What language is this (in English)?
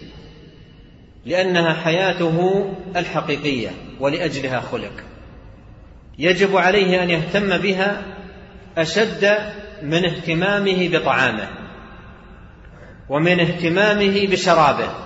Arabic